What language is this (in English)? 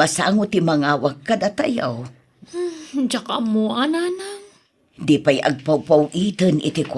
Iloko